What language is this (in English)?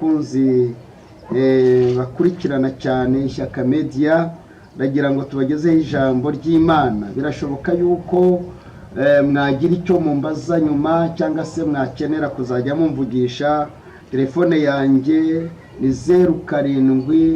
Kinyarwanda